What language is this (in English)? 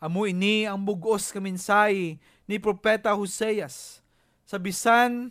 Hiligaynon